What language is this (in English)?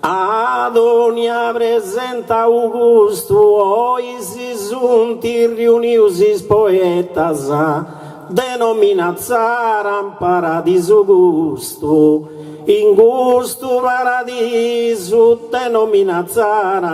Sardinian